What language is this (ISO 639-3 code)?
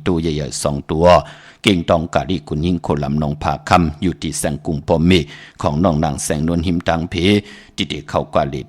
shn